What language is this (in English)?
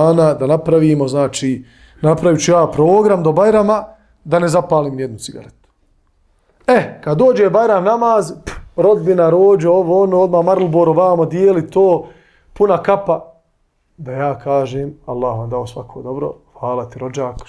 Bosnian